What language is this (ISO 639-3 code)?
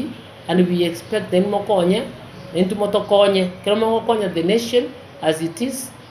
guz